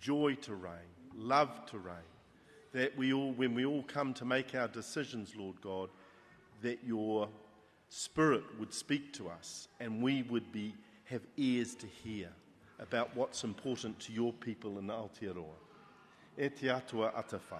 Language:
Māori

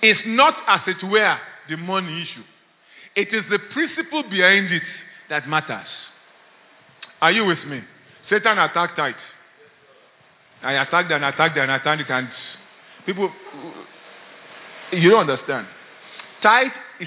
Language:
English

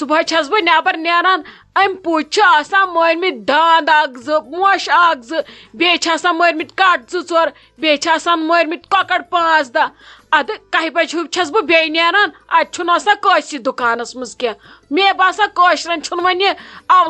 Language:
Kashmiri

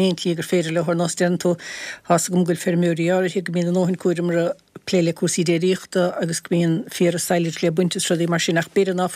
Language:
Irish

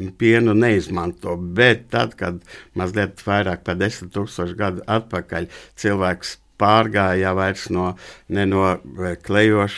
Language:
Latvian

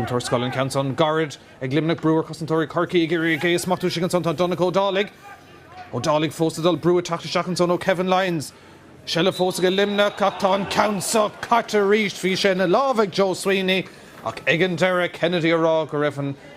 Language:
Irish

